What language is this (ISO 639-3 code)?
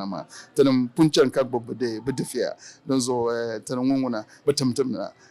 dag